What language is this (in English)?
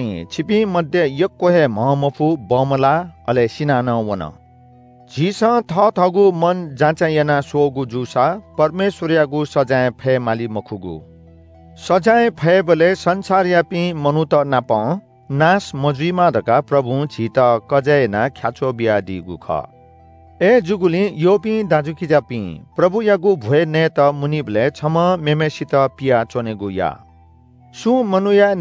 Newari